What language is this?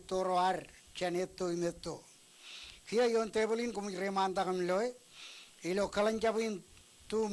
Marshallese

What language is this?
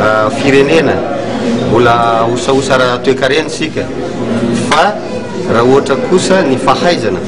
Malagasy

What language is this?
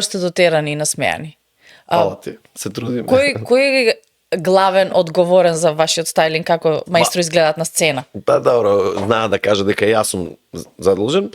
Macedonian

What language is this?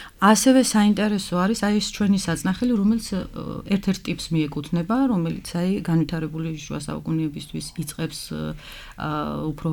Georgian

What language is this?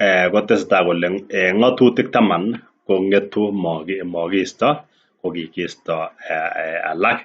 Kalenjin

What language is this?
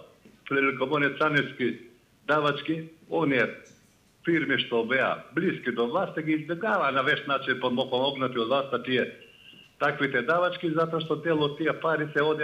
Macedonian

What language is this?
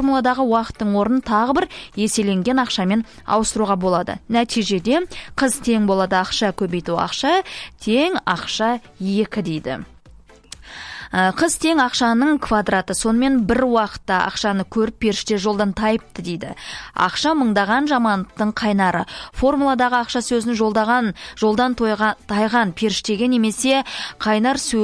Kazakh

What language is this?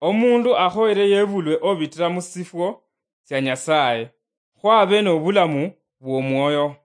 Luyia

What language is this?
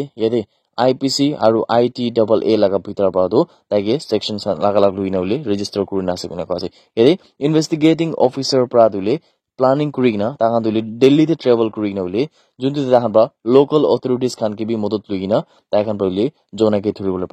Naga Pidgin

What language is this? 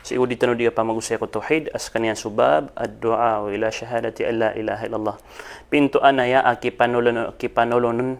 Maranao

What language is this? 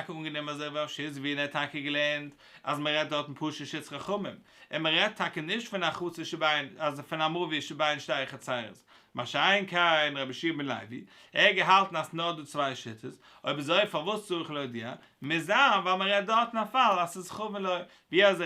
Yiddish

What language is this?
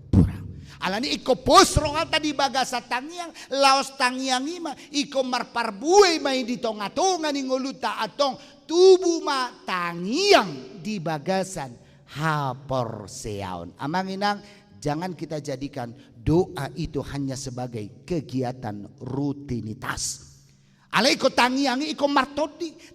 Batak Toba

